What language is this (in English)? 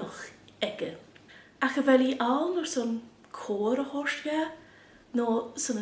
Scottish Gaelic